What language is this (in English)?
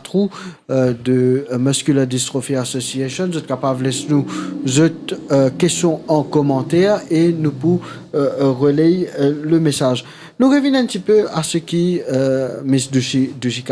Morisyen